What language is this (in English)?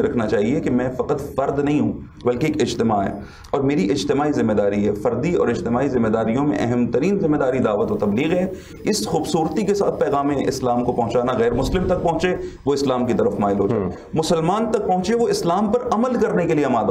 Urdu